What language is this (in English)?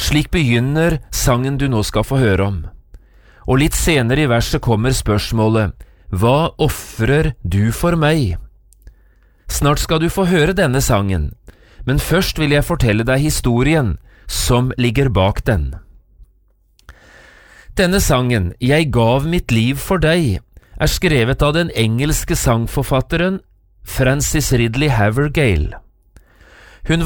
Norwegian